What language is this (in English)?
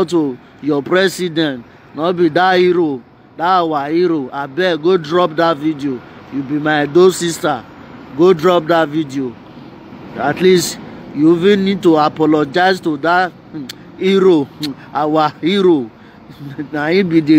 Nigerian Pidgin